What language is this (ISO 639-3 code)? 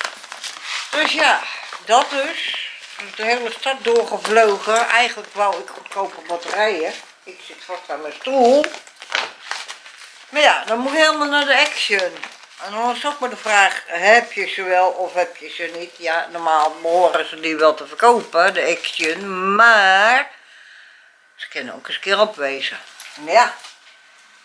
nld